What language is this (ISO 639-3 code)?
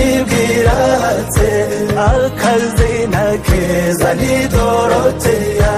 kin